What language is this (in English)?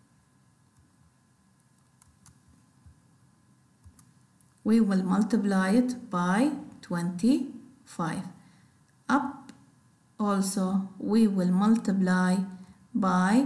Gulf Arabic